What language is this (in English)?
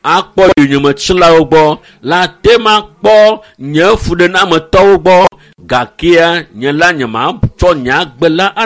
Ewe